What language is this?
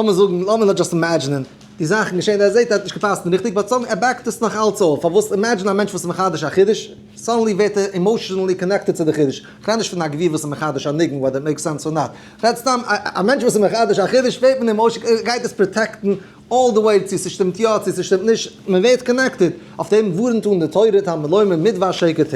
Yiddish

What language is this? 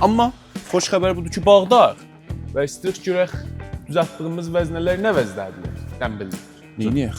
South Azerbaijani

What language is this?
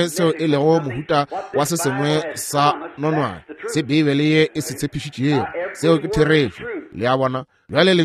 Northern Sotho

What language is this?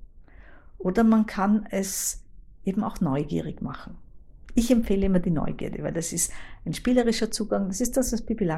German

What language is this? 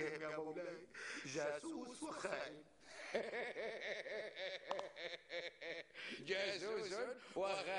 North Levantine Arabic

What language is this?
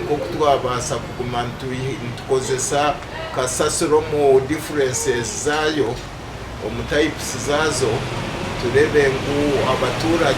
Nyankole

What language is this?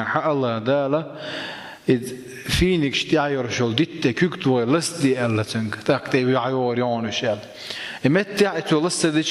Chechen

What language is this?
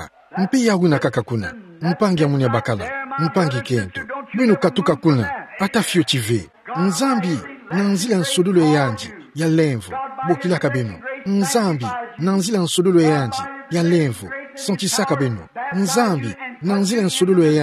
Kituba (Democratic Republic of Congo)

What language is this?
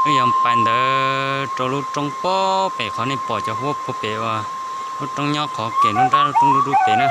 Hmong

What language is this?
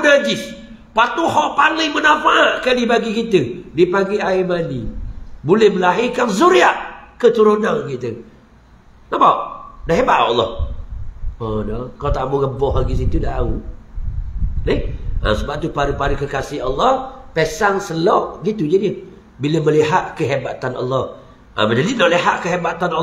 Malay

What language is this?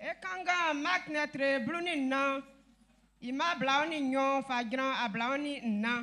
Baoulé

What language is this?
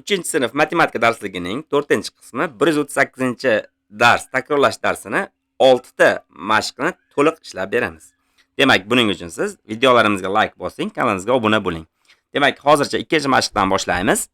Uzbek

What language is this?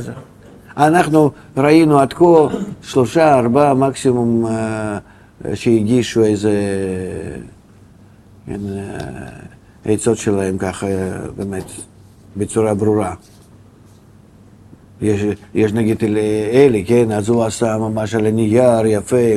Hebrew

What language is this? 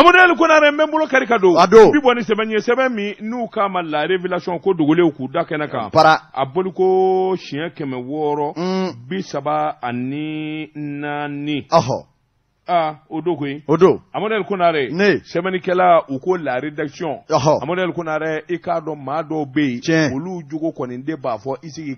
Bambara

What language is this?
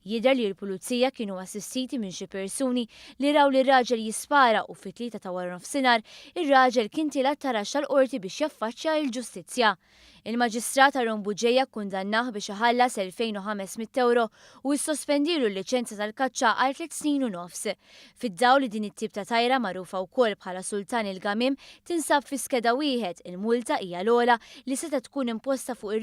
Maltese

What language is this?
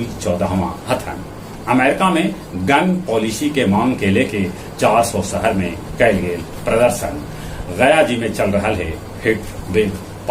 Magahi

